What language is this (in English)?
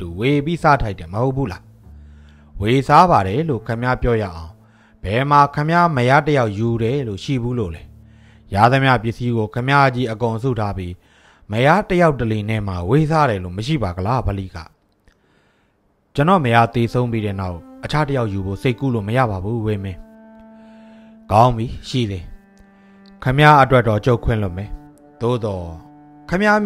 Burmese